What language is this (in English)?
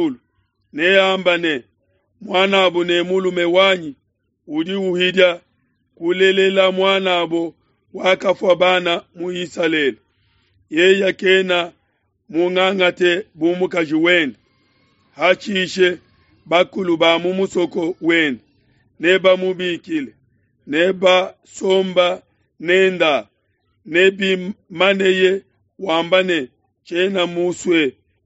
Luba-Lulua